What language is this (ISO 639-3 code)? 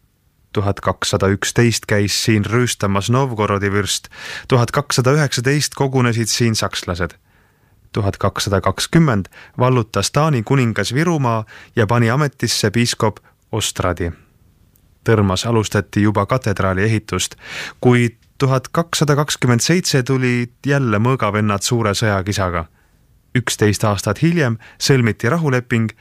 est